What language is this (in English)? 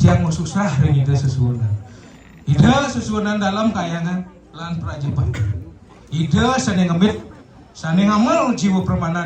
Balinese